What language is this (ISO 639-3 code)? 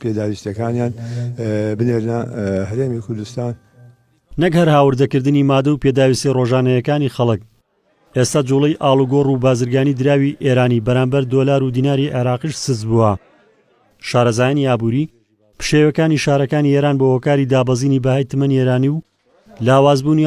ckb